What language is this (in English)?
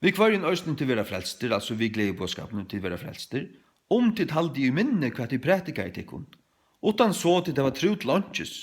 Faroese